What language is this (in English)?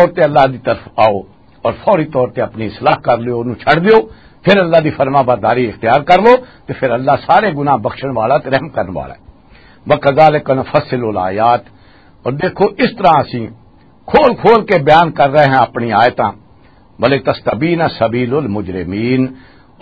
Western Panjabi